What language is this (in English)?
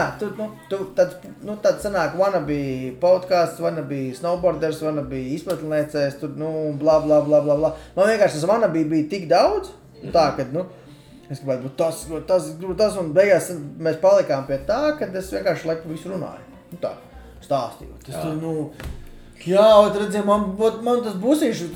Latvian